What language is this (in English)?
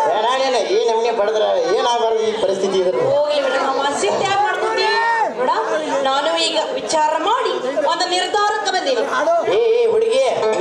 Kannada